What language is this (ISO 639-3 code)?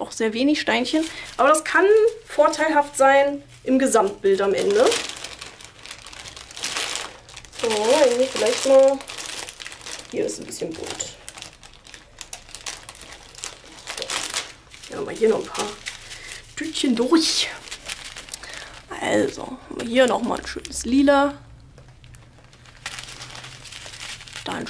deu